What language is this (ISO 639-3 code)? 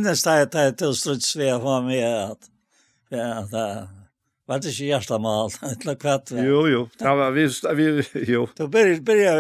fao